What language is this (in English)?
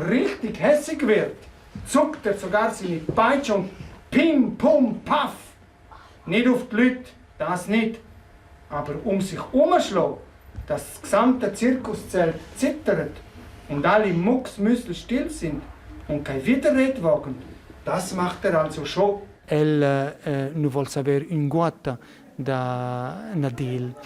Romansh